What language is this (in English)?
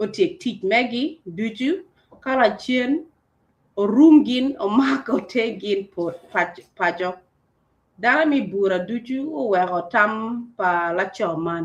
Acoli